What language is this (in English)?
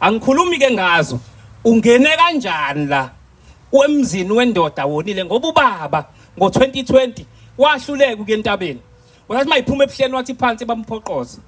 Zulu